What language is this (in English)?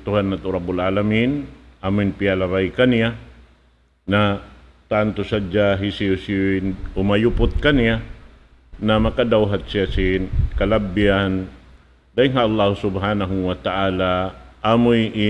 Tausug